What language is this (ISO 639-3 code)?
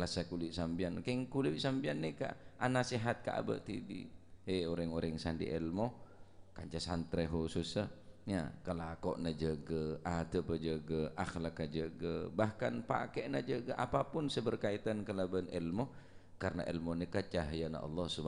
mad